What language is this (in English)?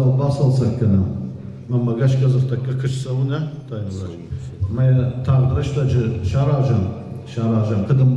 Ossetic